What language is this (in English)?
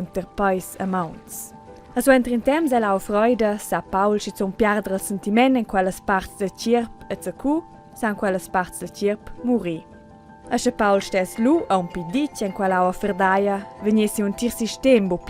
Romansh